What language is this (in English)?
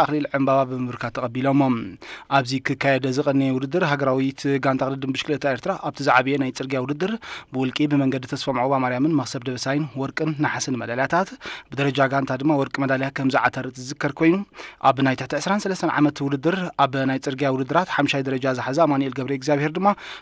Tigrinya